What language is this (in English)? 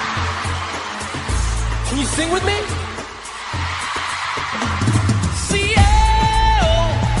English